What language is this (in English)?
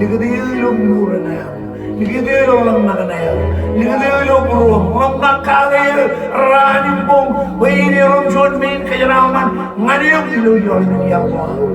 Marshallese